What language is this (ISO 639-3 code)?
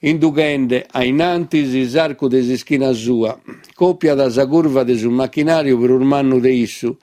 srd